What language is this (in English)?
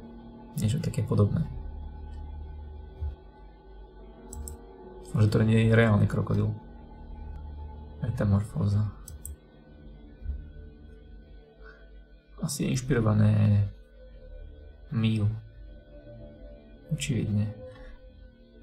Slovak